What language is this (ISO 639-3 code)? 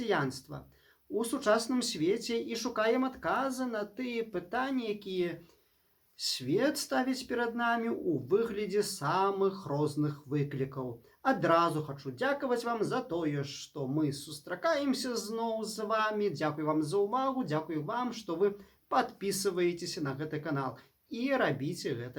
bel